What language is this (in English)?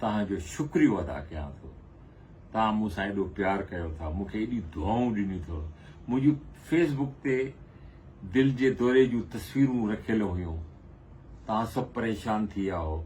Sindhi